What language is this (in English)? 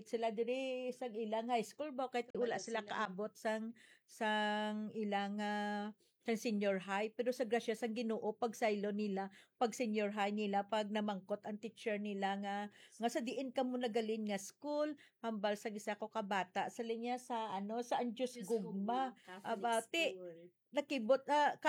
Hiligaynon